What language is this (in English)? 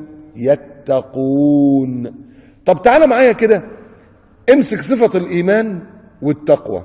Egyptian Arabic